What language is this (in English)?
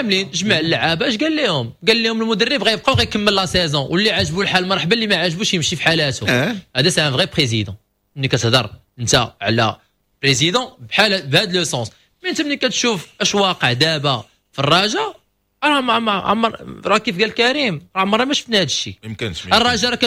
Moroccan Arabic